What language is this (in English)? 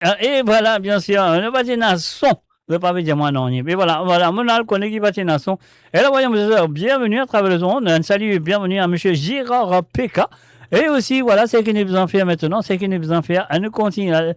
Morisyen